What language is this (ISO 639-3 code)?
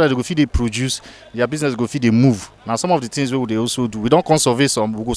pcm